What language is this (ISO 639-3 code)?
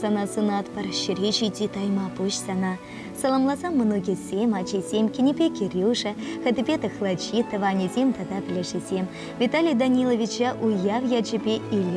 chv